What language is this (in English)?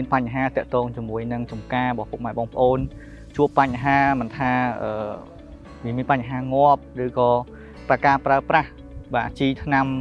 Khmer